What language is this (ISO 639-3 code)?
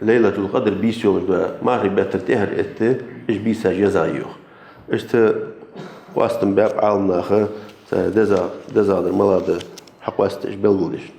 inh